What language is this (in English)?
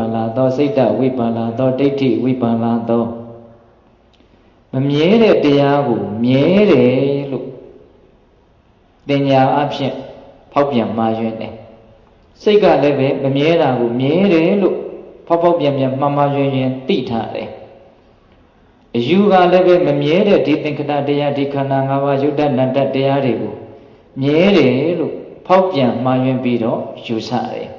Burmese